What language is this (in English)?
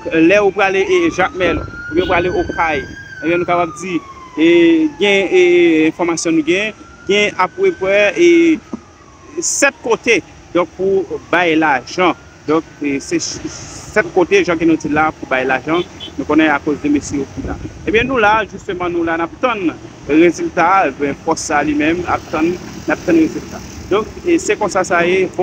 Haitian Creole